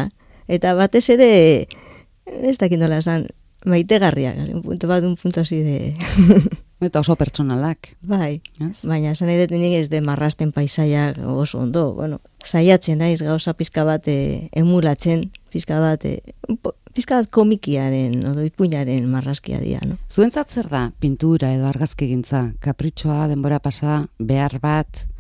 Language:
Basque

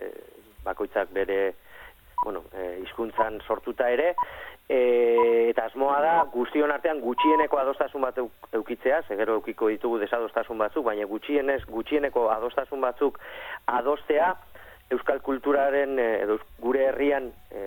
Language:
Basque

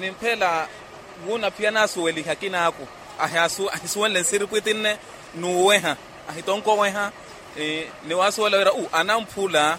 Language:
Makhuwa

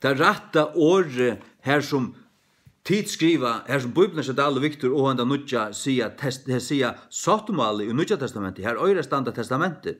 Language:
Faroese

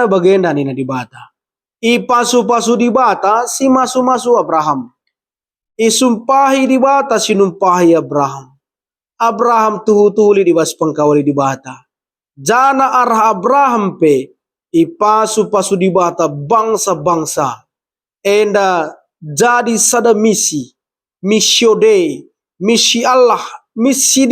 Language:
Batak Karo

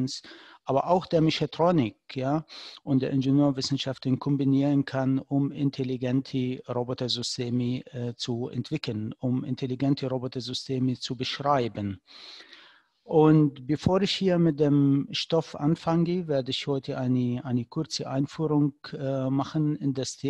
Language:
German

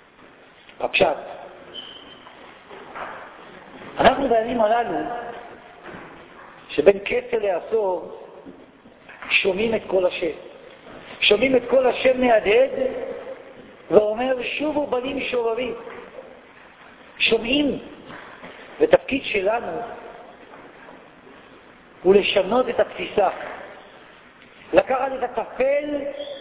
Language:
Hebrew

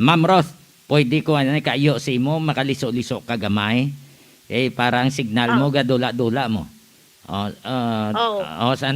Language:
Hiligaynon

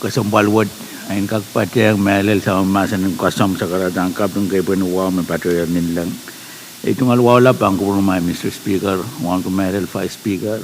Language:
Pohnpeian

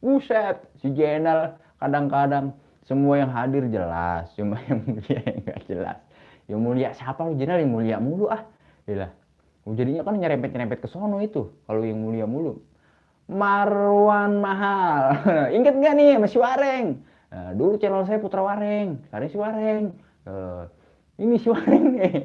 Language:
Betawi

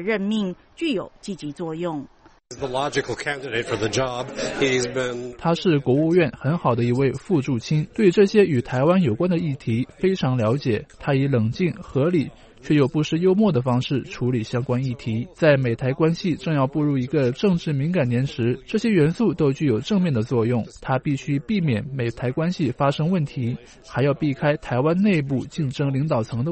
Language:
Chinese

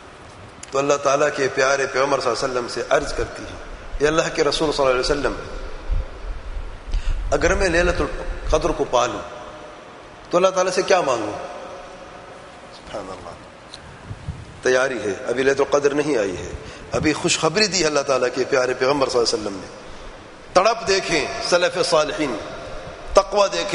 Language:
Urdu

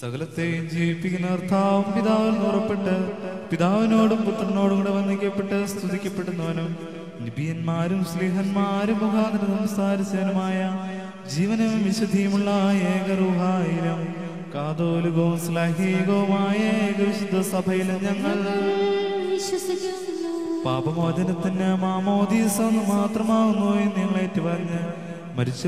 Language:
Malayalam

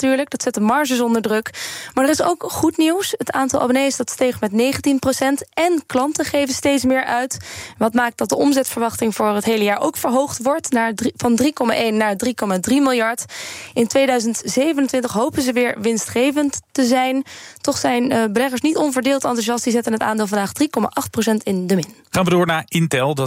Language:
Dutch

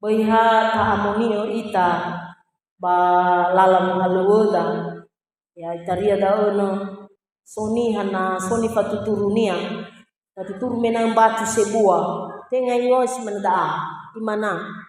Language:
Nias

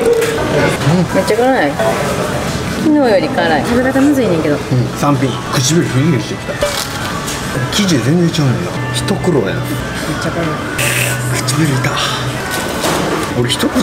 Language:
Japanese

